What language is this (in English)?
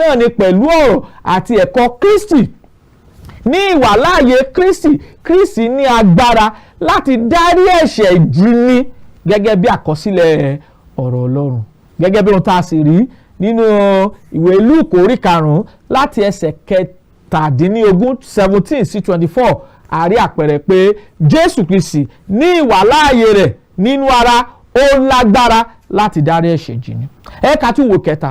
Yoruba